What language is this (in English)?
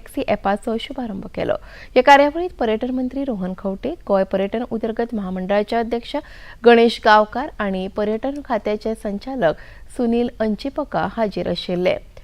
Konkani